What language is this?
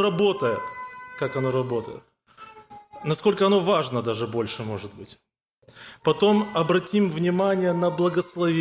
Russian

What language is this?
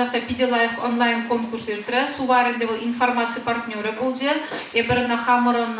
Chuvash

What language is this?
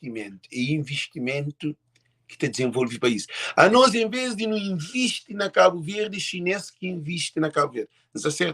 Kabuverdianu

